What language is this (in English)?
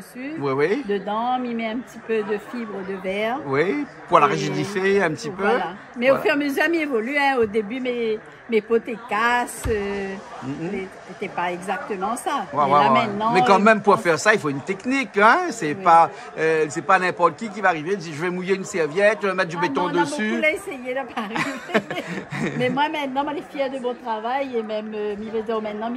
Réunion Creole French